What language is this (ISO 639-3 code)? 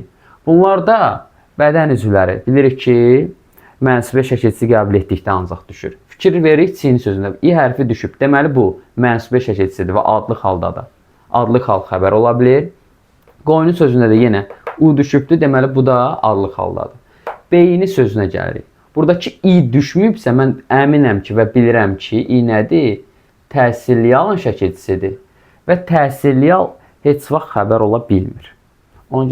aze